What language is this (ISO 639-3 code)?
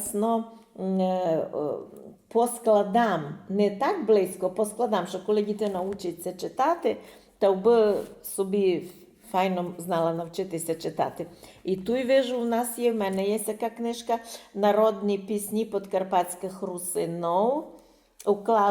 rue